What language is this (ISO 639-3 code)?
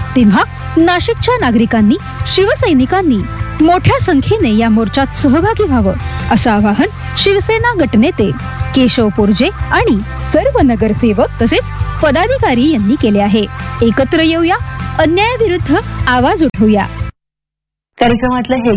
mar